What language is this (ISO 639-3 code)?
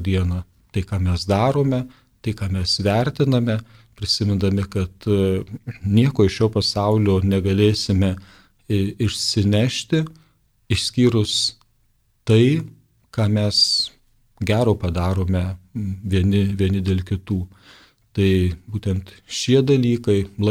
lit